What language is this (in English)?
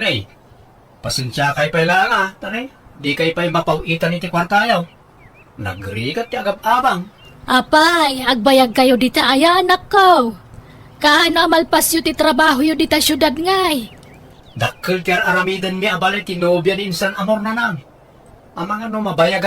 Iloko